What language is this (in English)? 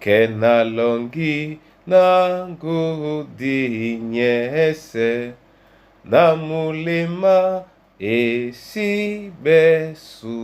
Duala